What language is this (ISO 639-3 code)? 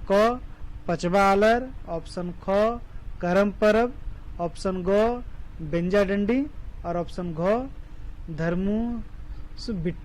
kru